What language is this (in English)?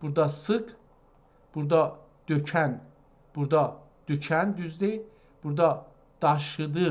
South Azerbaijani